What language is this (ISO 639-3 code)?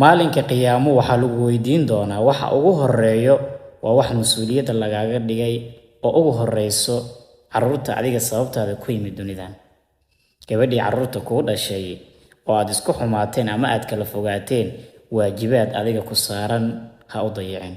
som